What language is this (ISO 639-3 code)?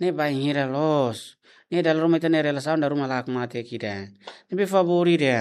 tet